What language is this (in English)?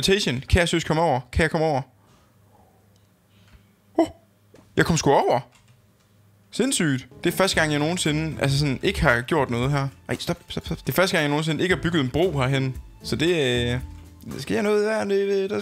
Danish